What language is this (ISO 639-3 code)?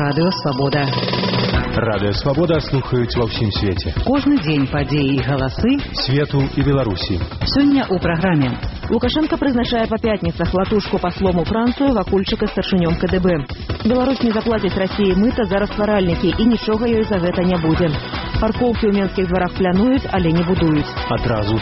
bel